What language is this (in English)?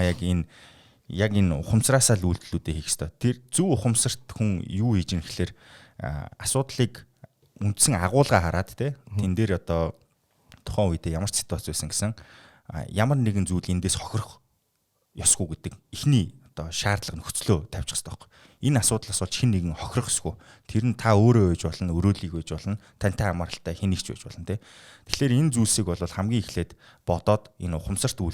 Mongolian